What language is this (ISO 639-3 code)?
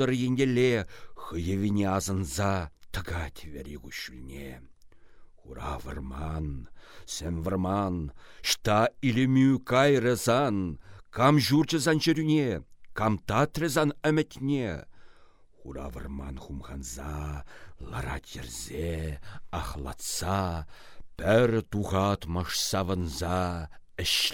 chv